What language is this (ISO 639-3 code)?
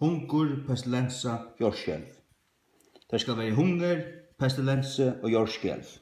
fao